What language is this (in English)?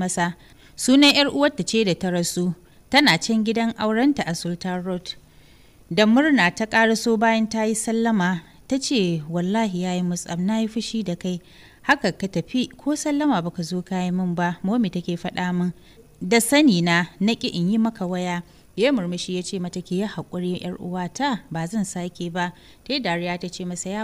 Hausa